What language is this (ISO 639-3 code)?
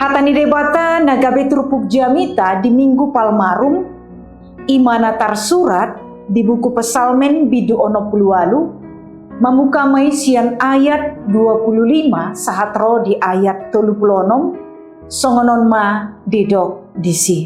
bbc